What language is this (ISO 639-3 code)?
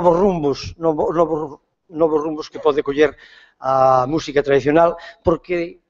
glg